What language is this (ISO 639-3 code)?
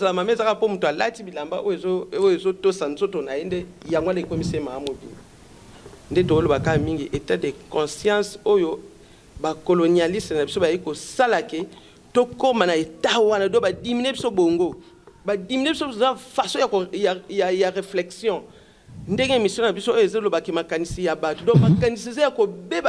lin